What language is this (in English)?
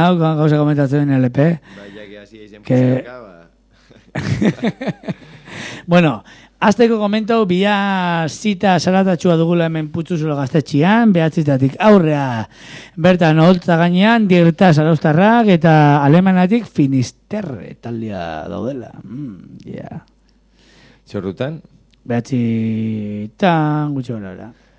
Basque